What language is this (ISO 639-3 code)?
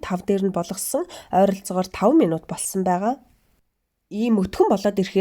mon